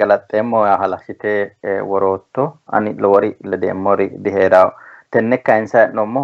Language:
Sidamo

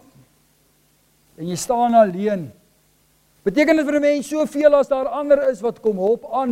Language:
Afrikaans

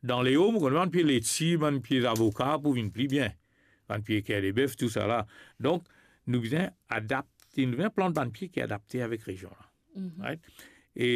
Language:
Morisyen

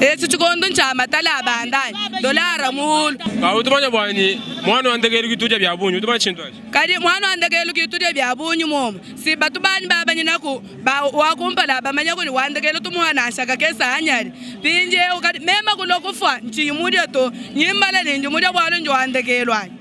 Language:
Luba-Lulua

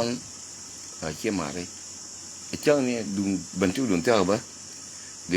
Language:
Nuer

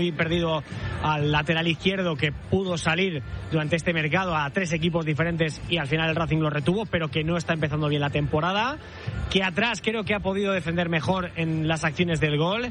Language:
Spanish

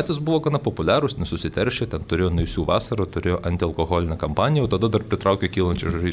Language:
Lithuanian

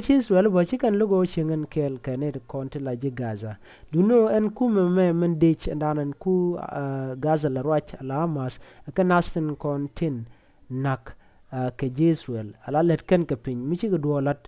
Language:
Nuer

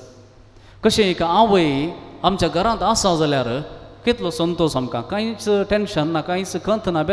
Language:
Konkani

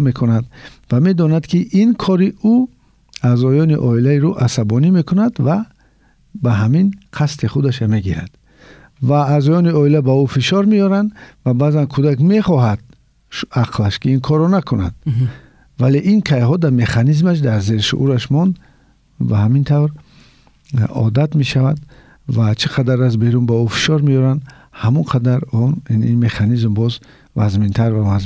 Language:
Tajik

